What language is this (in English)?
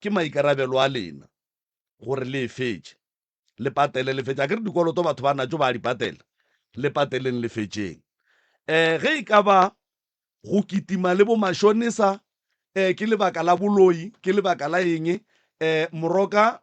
Northern Sotho